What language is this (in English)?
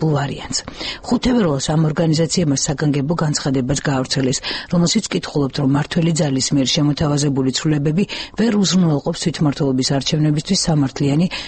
Georgian